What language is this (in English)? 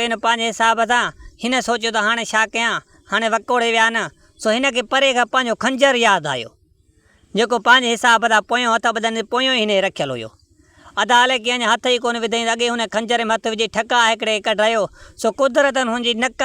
Sindhi